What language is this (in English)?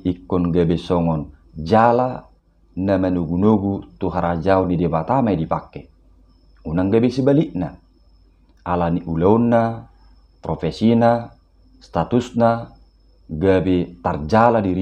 Batak Toba